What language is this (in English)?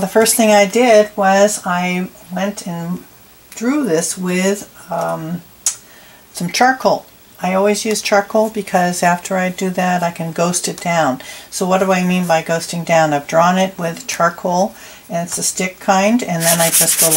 English